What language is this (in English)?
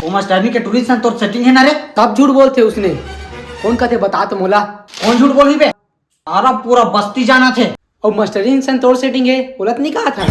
Chhattisgarhi